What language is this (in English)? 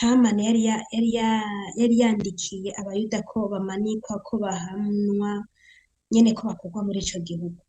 Rundi